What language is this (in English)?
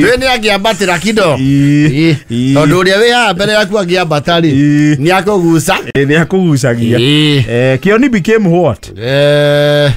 Kikuyu